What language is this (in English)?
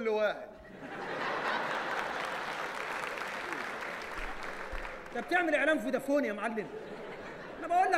Egyptian Arabic